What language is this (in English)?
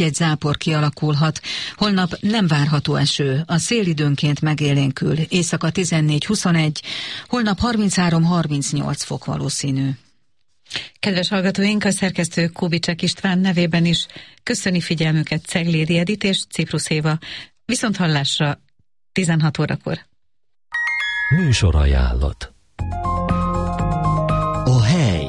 Hungarian